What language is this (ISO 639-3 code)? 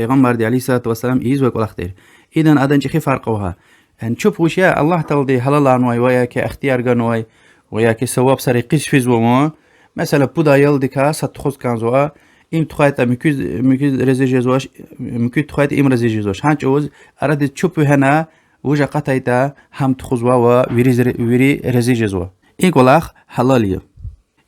lez